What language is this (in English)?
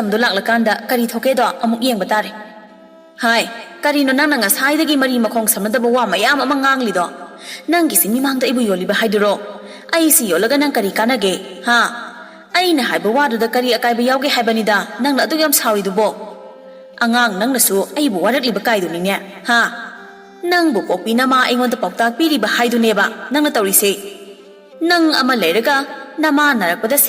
Manipuri